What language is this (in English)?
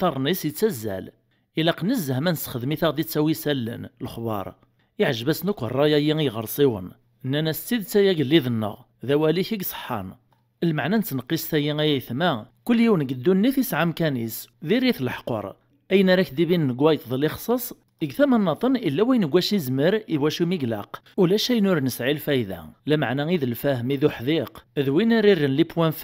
Kabyle